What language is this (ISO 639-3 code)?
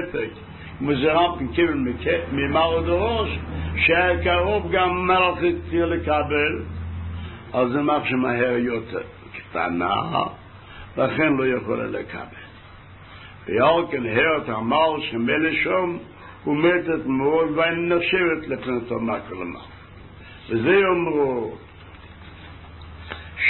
heb